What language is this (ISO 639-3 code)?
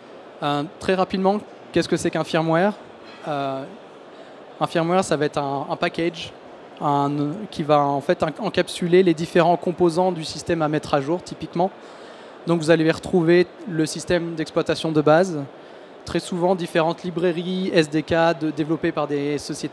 fra